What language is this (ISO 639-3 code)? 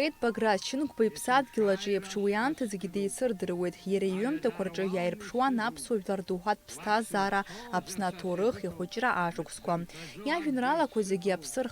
abk